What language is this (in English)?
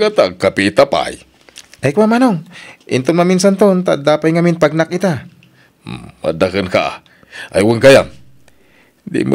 Iloko